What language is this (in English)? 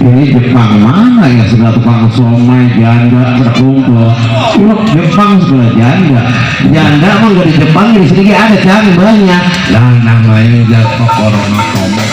Betawi